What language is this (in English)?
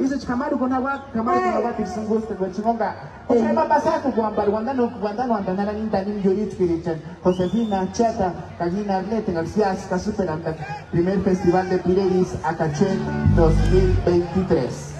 Purepecha